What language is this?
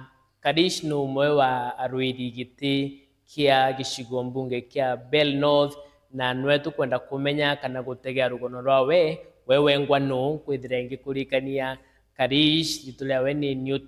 Meru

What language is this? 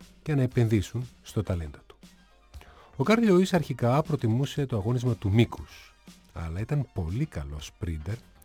Greek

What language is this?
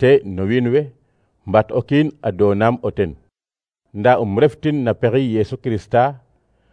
Serer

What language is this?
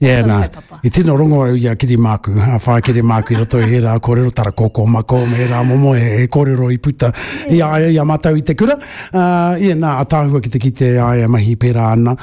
Māori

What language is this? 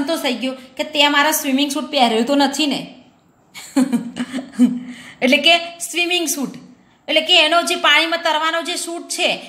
Gujarati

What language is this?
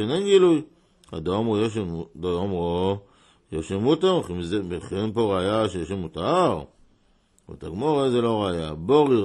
Hebrew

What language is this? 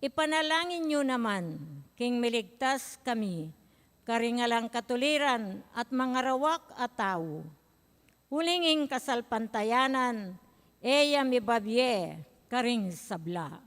Pampanga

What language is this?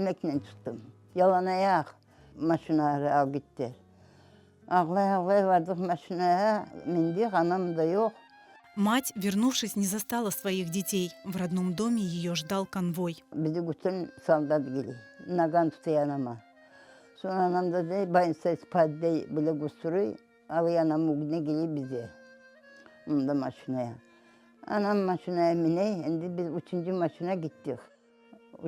Crimean Tatar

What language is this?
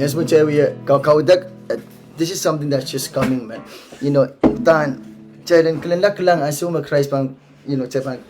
Pohnpeian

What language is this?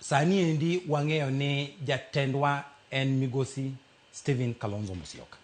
Luo (Kenya and Tanzania)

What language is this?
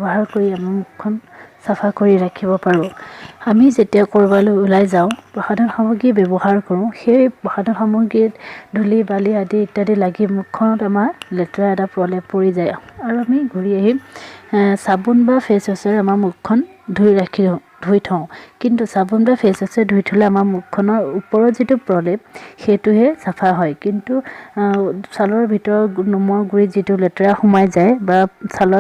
Assamese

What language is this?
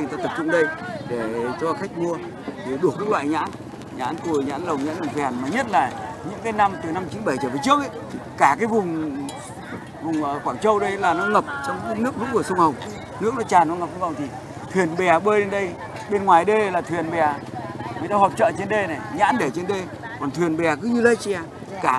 Vietnamese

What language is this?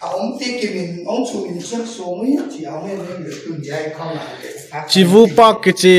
Paite Chin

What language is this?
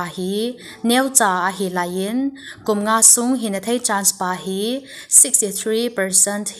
Thado Chin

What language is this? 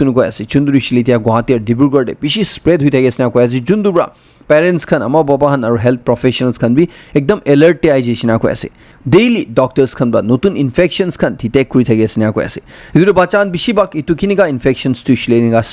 Naga Pidgin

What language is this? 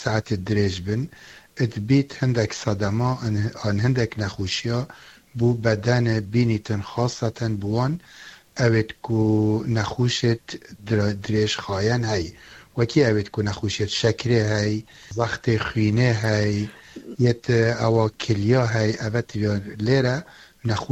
Kurdish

